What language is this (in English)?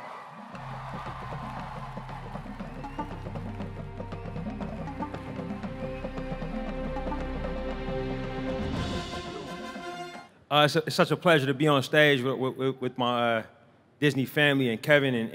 English